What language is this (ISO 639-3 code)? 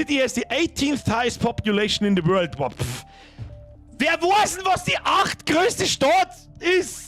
bar